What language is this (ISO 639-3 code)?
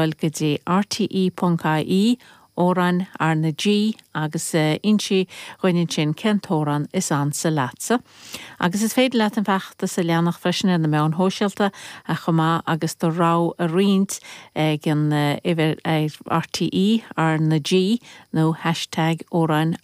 gle